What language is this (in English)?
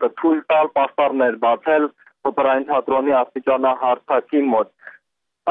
Armenian